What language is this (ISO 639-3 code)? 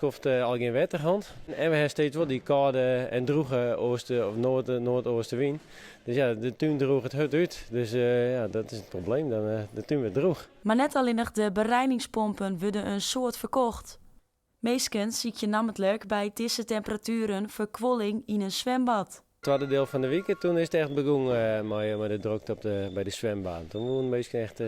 fry